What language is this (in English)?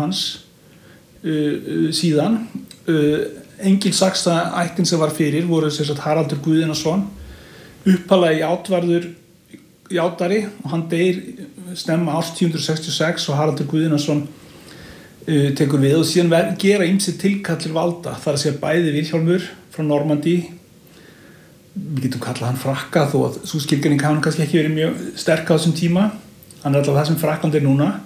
Icelandic